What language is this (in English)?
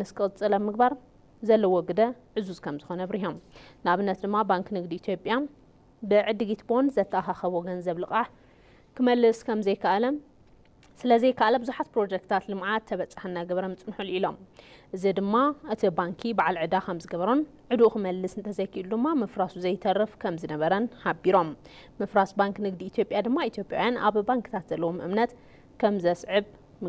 Tigrinya